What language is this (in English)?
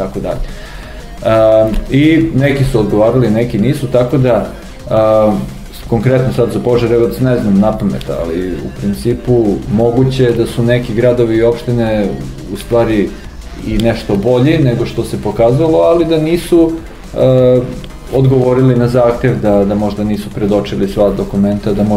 Serbian